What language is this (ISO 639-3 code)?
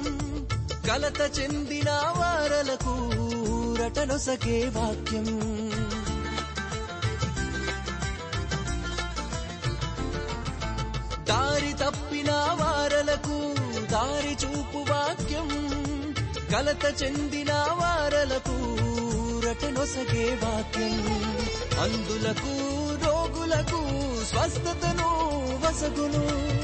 tel